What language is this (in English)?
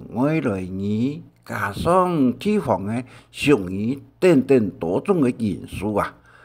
Hakka Chinese